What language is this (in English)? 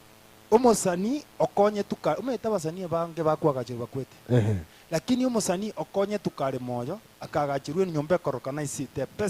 Gusii